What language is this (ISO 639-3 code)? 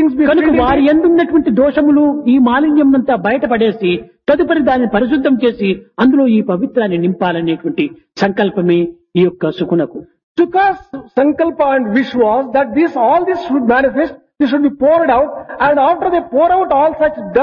tel